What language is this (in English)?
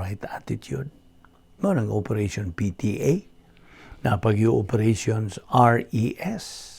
Cebuano